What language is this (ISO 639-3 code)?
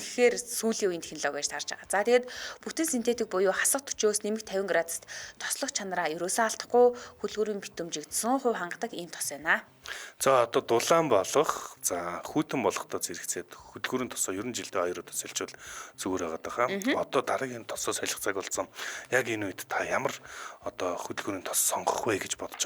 mon